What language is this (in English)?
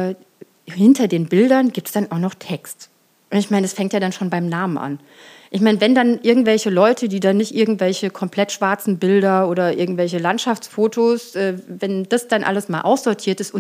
German